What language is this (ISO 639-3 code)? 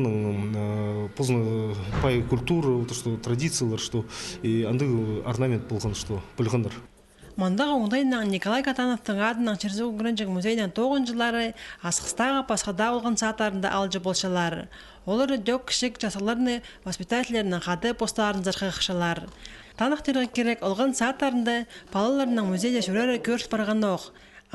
kjh